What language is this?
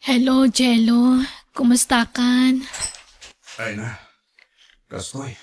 Iloko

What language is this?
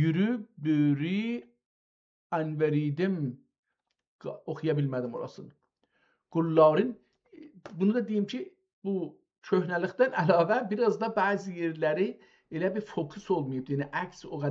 South Azerbaijani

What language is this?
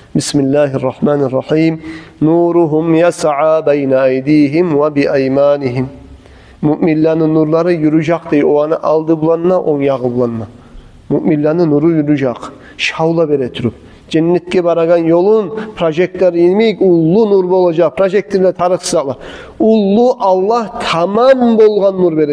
Kumyk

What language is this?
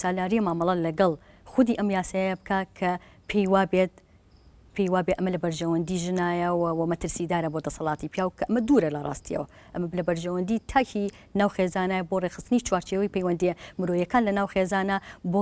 Central Kurdish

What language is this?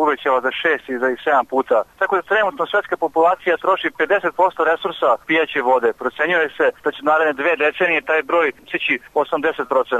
Serbian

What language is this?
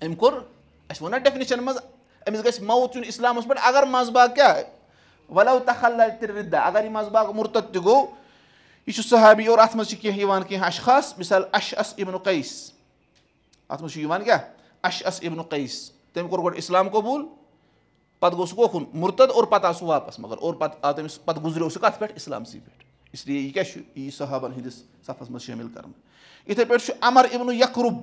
Kashmiri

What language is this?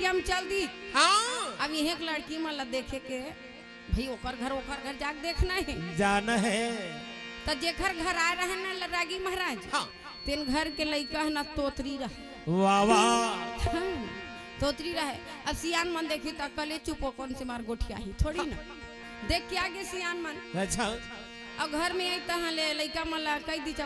Chhattisgarhi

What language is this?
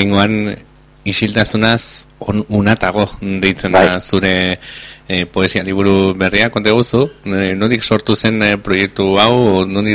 Basque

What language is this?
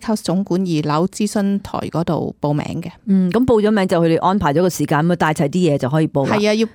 Cantonese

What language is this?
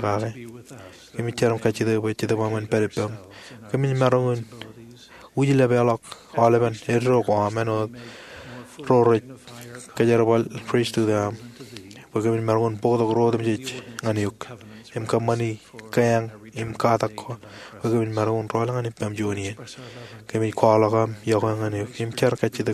Marshallese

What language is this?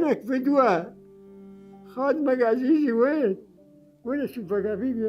Mesopotamian Arabic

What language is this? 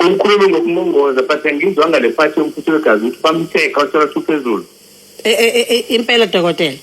Zulu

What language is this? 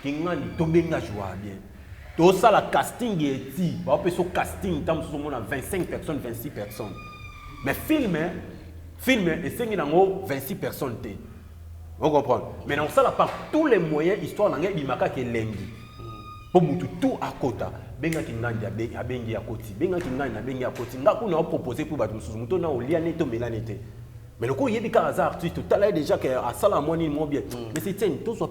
Lingala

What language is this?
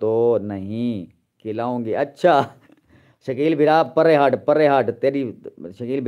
Saraiki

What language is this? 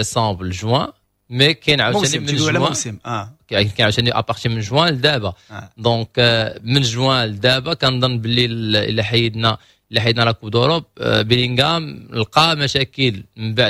Moroccan Arabic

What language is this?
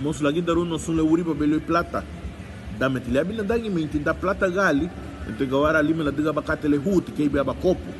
Garifuna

